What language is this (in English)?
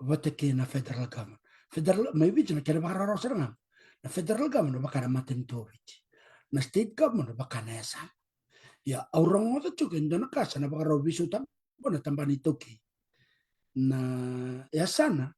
Fijian